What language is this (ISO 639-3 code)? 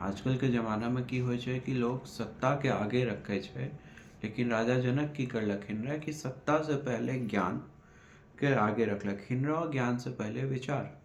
mai